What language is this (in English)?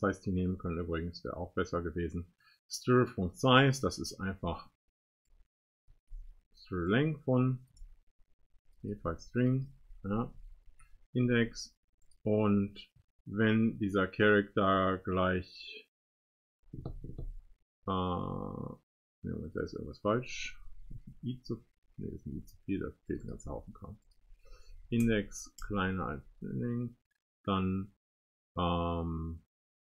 German